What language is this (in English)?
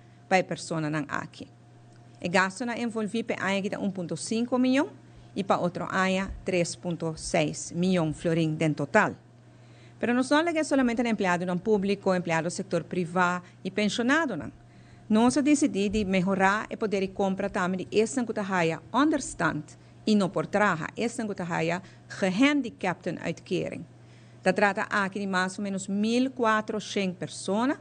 Papiamento